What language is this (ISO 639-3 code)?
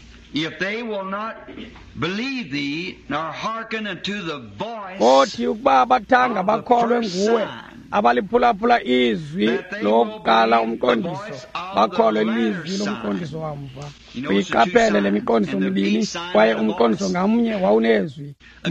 xho